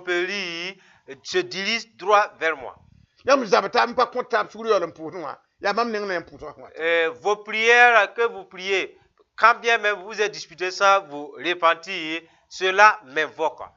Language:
Mossi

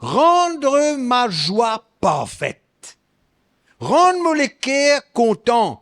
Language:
Morisyen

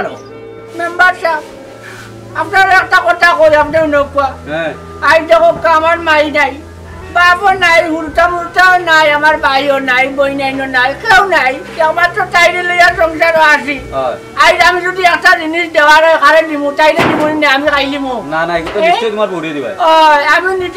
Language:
Sylheti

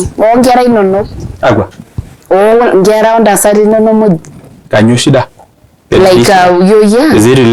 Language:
Masai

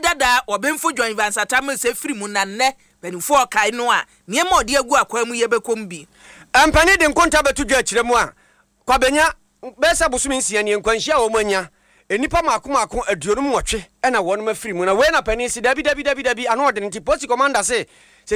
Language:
Akan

